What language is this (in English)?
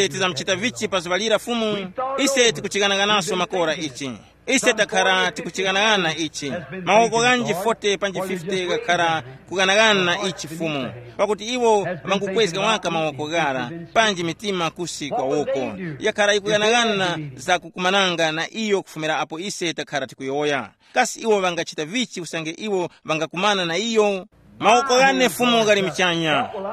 Tumbuka